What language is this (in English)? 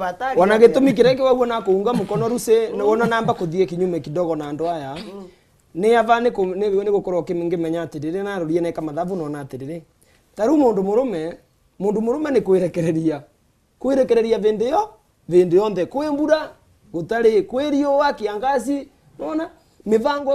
Meru